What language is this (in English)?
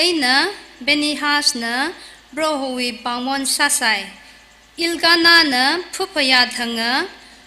Tangkhul Naga (India)